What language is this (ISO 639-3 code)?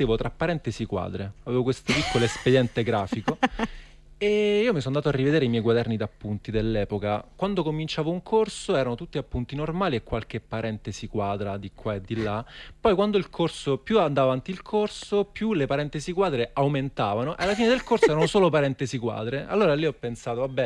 ita